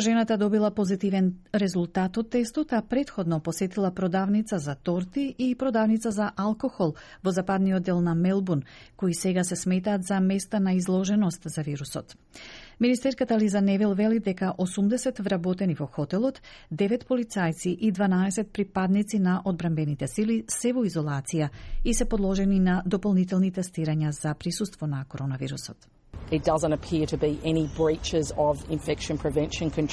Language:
Macedonian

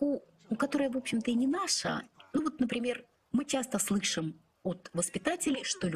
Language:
Russian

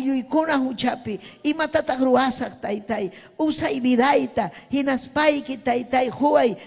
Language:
Ayacucho Quechua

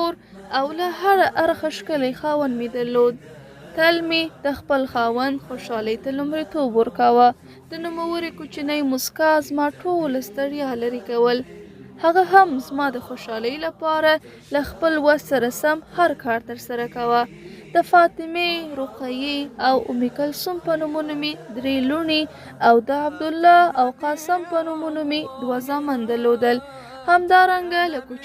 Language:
Pashto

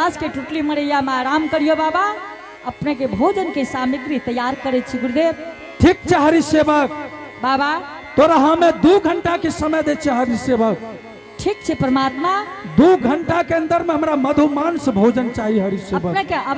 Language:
Angika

